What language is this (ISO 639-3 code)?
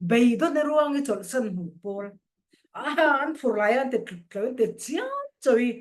cfm